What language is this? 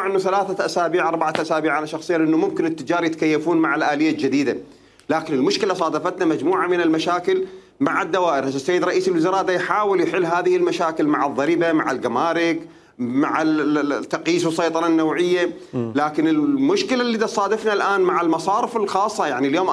Mesopotamian Arabic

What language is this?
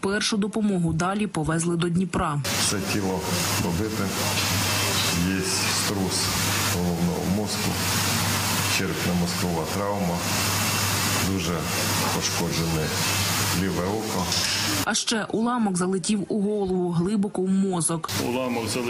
Ukrainian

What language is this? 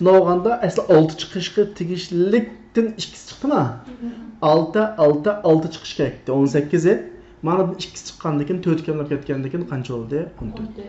Uyghur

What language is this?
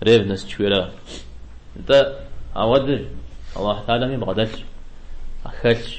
Kabardian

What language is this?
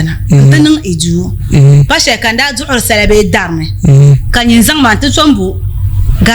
Dagbani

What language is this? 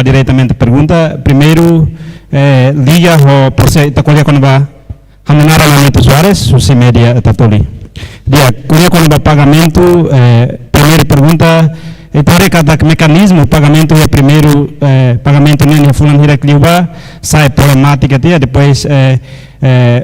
Tetum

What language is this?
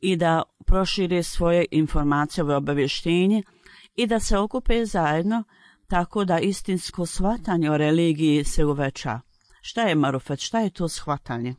Bosnian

